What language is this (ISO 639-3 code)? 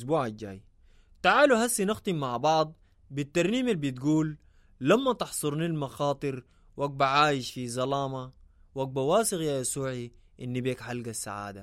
apd